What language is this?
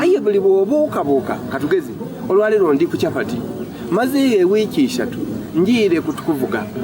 Soga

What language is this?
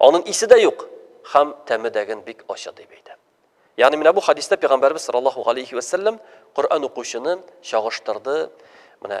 Tatar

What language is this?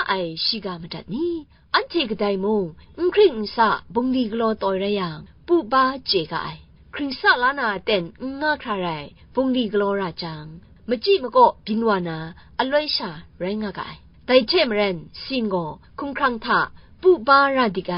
Kachin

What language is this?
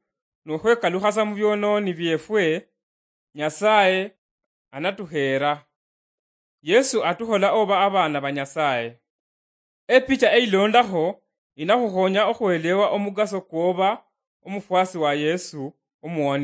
Luyia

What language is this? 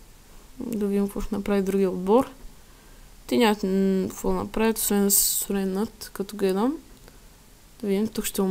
Bulgarian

